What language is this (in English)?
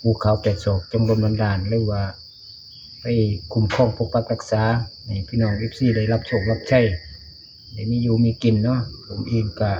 Northeastern Thai